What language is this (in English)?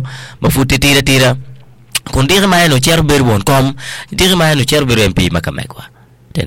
Acoli